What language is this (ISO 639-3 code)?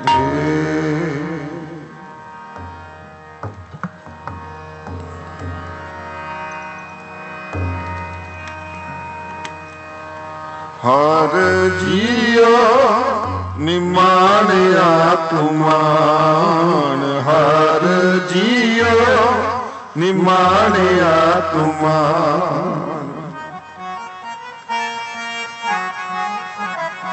pan